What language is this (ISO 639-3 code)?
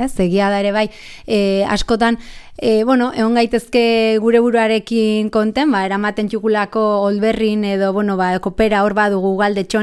eus